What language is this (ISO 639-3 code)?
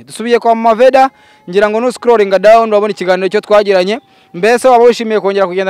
kin